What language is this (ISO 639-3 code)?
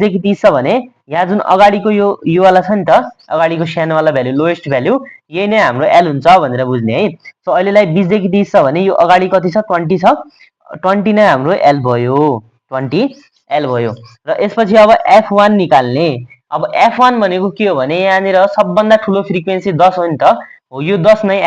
nep